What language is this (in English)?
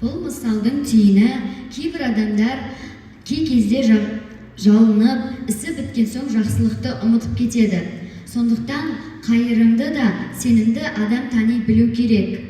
Kazakh